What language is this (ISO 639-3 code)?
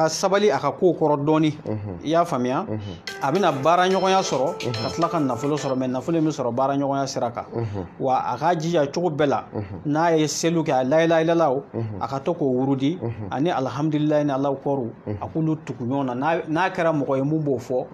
bam